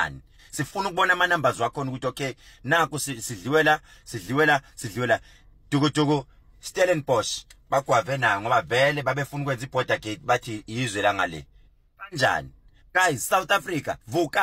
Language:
Zulu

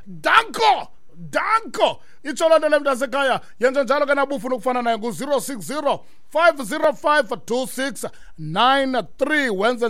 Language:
Xhosa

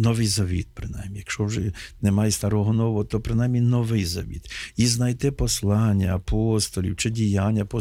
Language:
Ukrainian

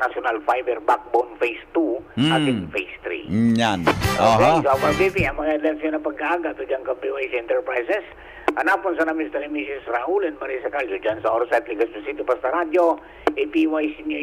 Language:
Bikol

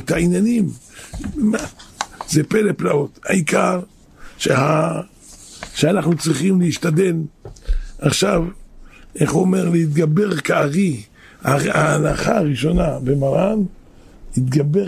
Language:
Hebrew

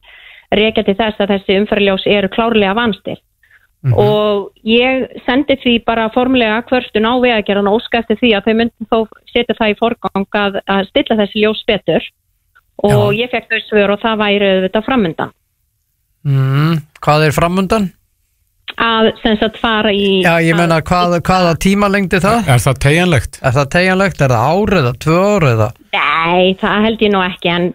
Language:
Icelandic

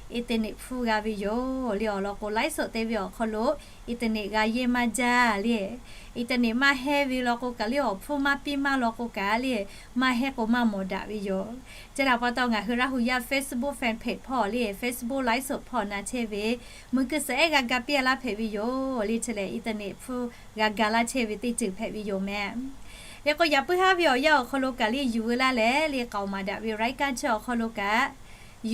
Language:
Lahu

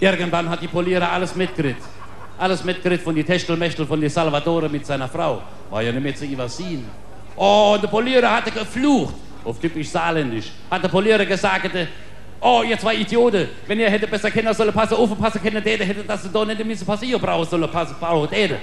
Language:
Palatine German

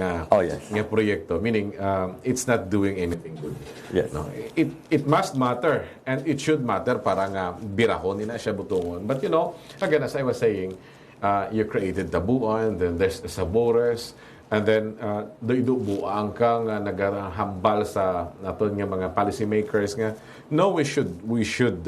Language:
Hiligaynon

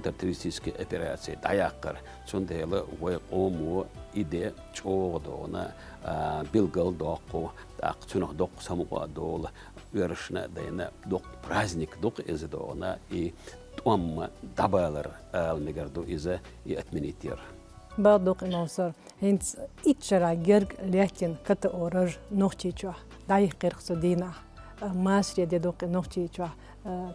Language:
Chechen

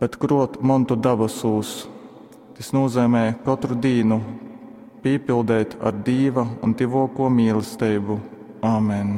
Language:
Latgalian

